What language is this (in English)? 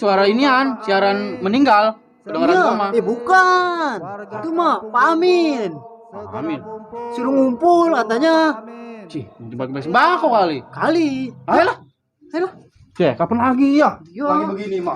Betawi